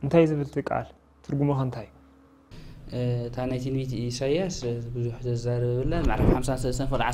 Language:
Tigrinya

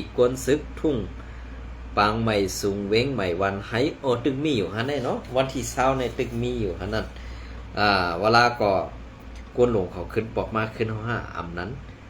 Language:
Shan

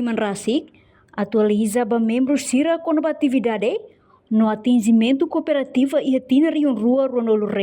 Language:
Tetum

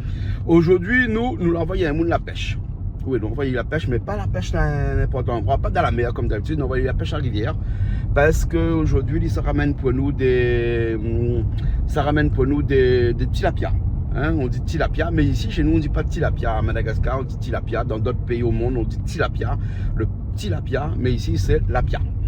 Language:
Réunion Creole French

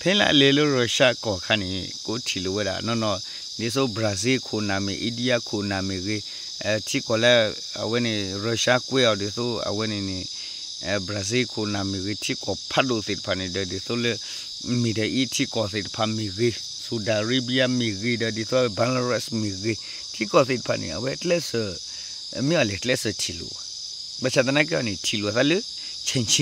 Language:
S'gaw Karen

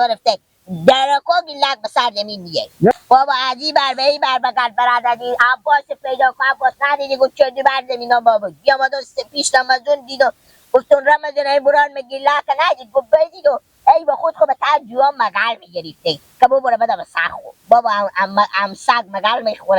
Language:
Persian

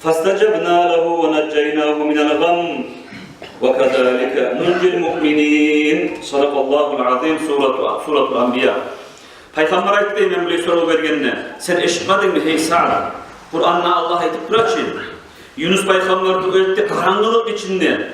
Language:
Kumyk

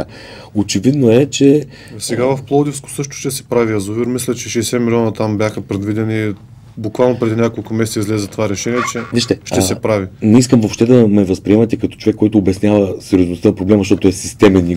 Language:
Bulgarian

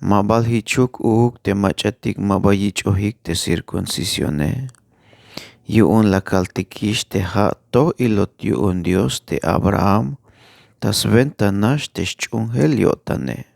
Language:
Tzeltal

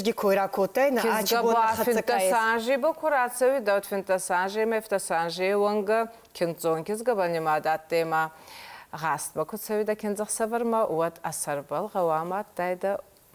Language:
Ossetic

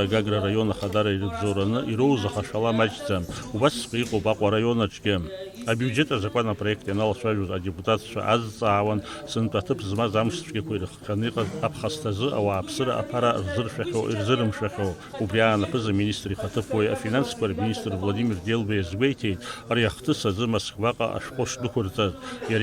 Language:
Abkhazian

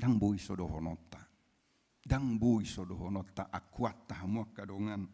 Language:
Batak Toba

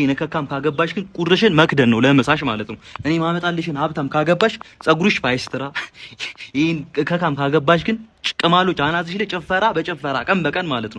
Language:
Amharic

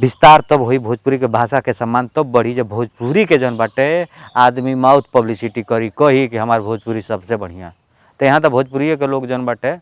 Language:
Bhojpuri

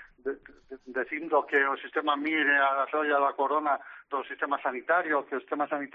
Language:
Galician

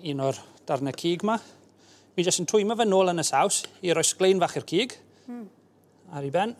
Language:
Welsh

